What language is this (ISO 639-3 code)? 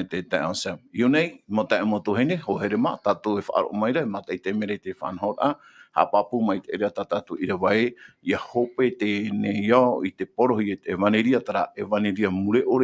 tah